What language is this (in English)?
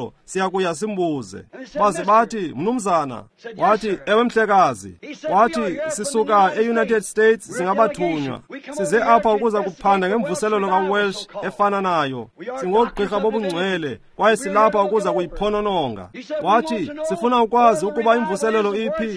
Xhosa